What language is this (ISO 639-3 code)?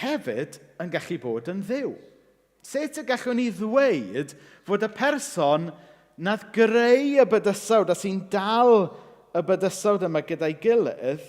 cym